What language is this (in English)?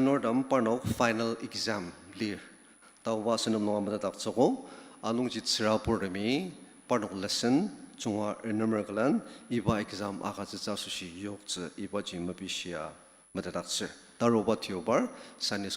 Ao Naga